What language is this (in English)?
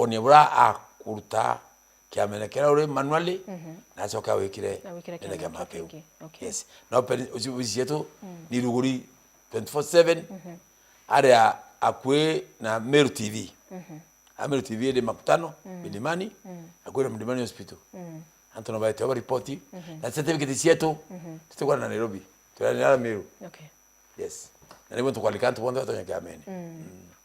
Meru